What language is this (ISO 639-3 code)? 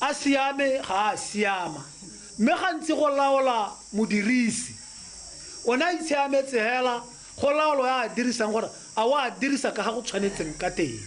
tsn